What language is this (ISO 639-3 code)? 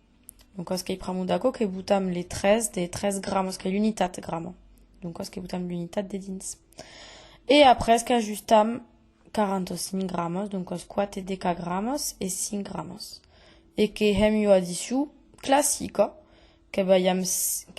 oci